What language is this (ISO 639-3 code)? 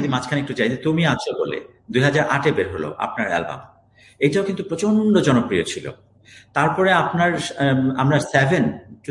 ben